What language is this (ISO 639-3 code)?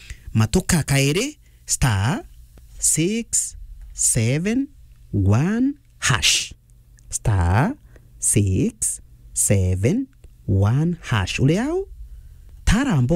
mer